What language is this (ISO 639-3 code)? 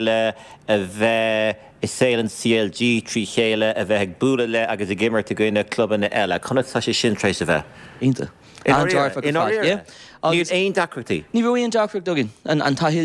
gle